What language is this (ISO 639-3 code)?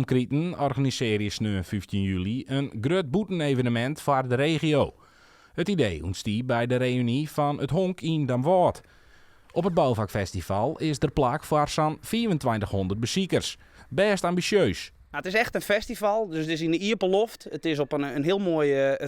fry